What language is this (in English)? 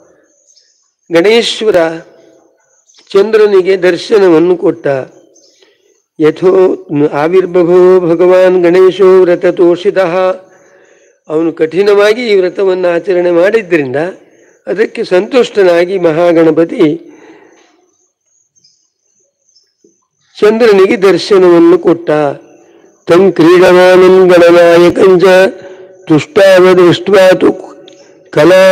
Kannada